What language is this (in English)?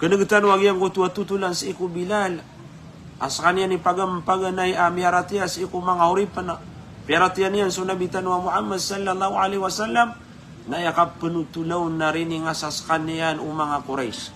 Maranao